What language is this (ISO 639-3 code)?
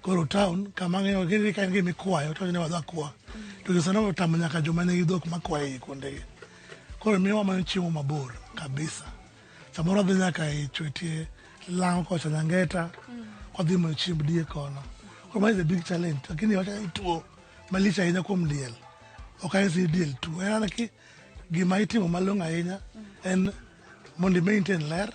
luo